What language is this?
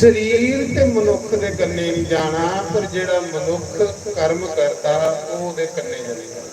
Dogri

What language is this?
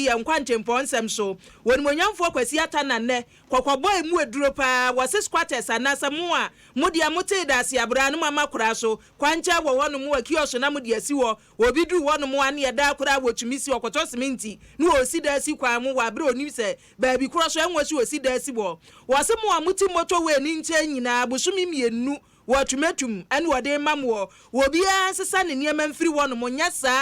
Akan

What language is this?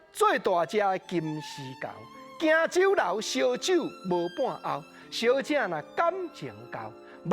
Min Nan Chinese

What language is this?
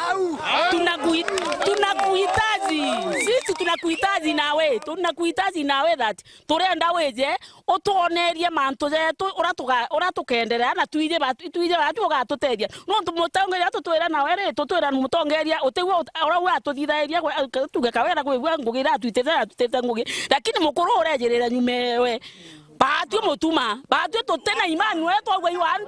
Meru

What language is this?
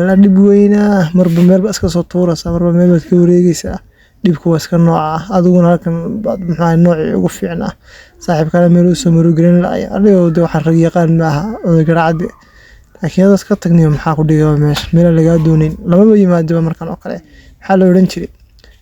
Somali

